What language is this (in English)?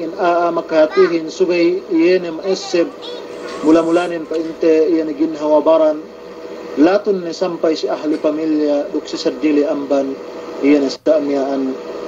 Yakan